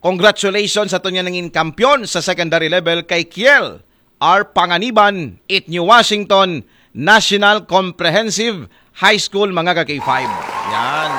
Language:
Aklanon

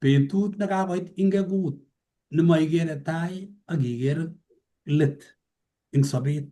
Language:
Kalenjin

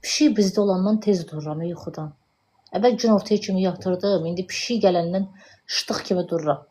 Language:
Azerbaijani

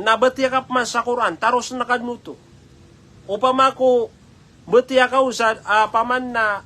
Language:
Maranao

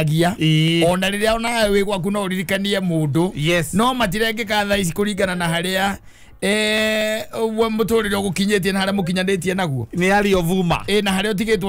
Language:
Kikuyu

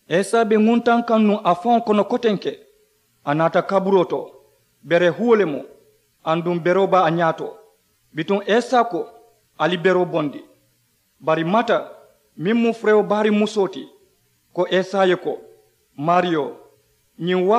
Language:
Mandingo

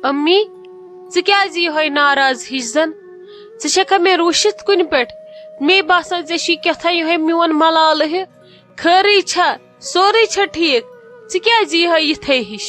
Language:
Kashmiri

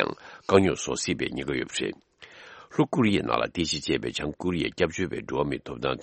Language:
Tibetan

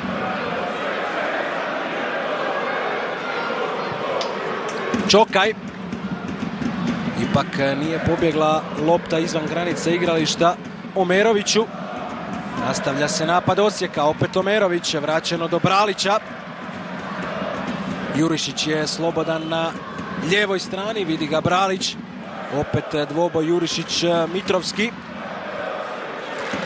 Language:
Croatian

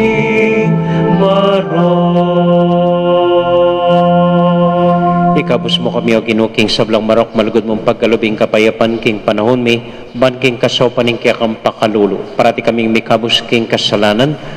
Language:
Pampanga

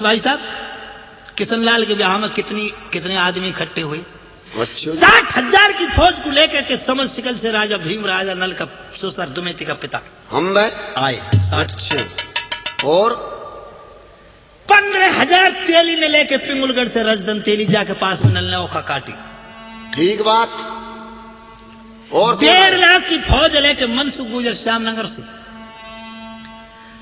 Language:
Hindi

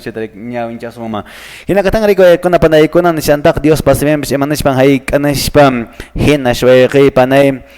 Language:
Quechua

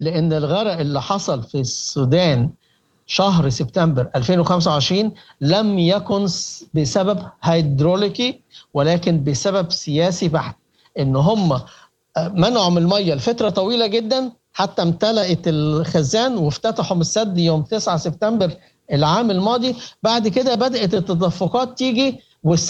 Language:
Sudanese Arabic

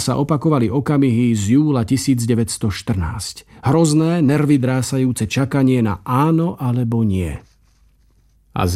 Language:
Slovak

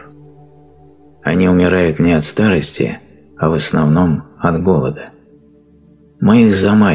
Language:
Russian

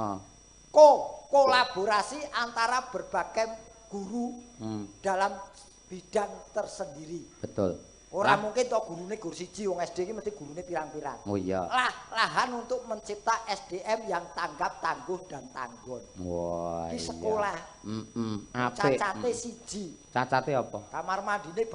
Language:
Javanese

